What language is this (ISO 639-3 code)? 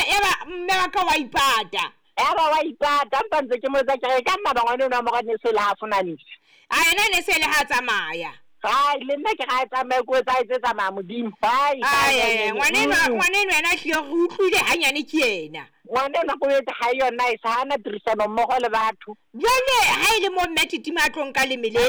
sot